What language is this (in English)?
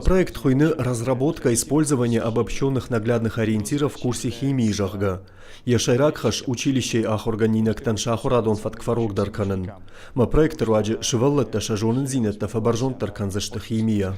Ossetic